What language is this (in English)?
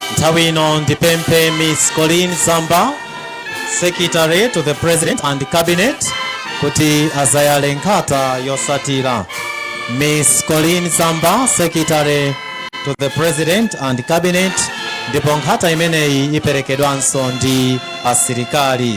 Nyanja